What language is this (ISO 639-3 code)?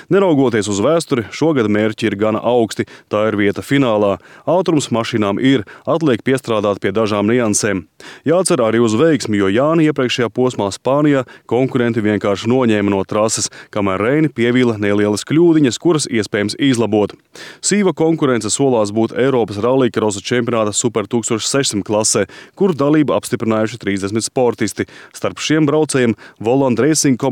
lav